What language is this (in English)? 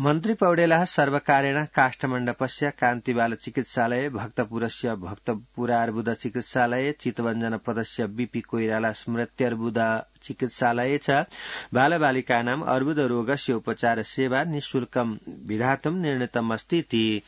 Sanskrit